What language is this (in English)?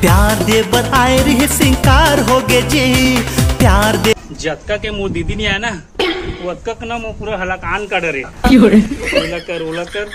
Chhattisgarhi